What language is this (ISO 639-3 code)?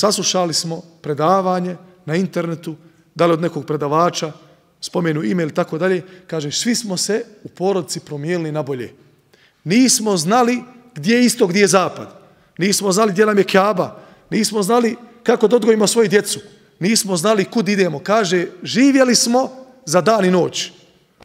bos